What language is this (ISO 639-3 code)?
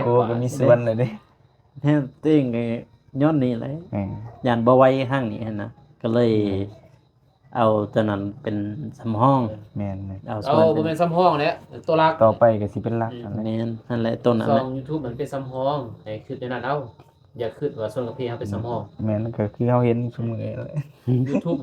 lao